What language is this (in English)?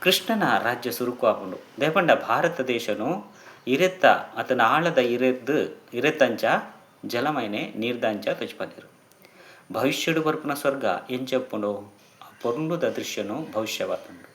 Tulu